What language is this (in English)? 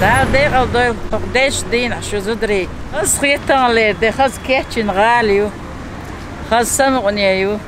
Chechen